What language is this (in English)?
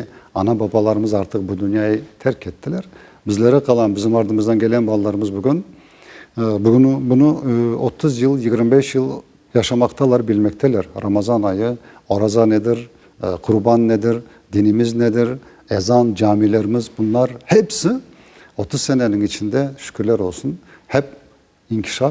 Crimean Tatar